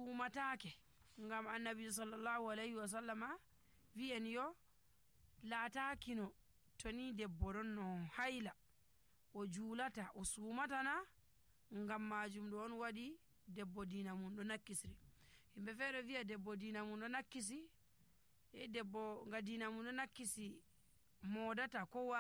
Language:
Nigerian Fulfulde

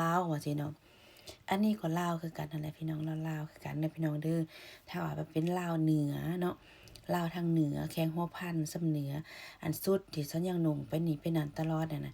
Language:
Lao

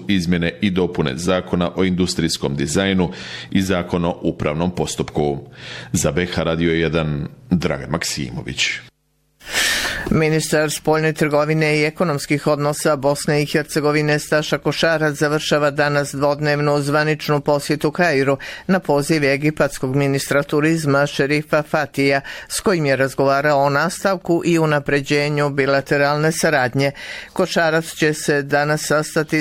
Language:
Bosnian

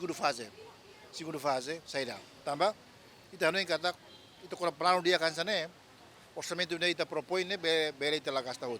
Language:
Tetum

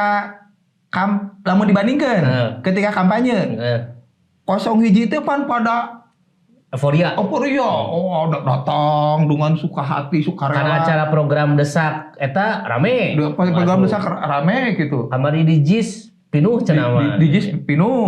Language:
Sundanese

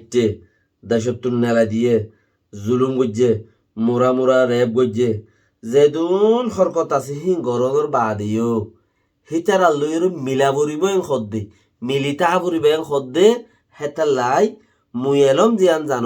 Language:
Rohingya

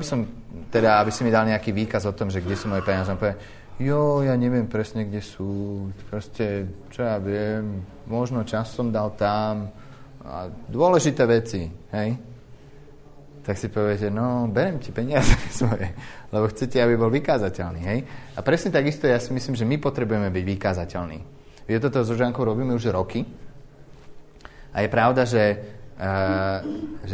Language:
Slovak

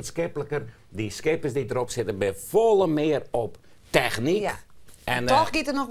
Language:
Western Frisian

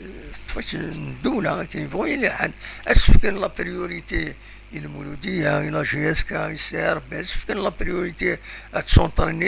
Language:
Kabyle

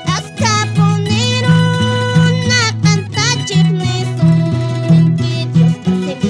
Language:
Quechua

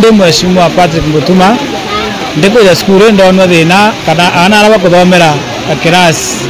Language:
Meru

